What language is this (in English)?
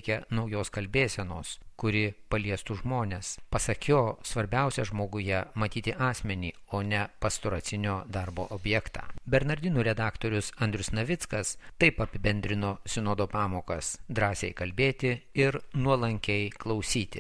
Lithuanian